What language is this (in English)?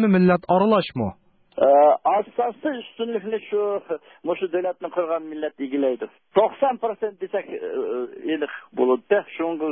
Uyghur